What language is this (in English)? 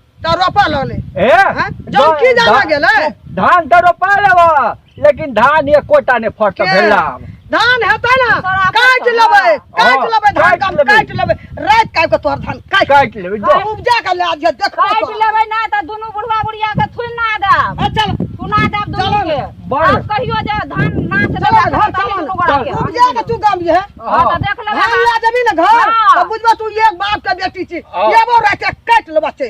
Maithili